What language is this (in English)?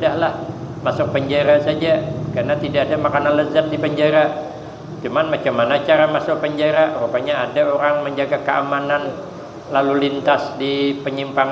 Banjar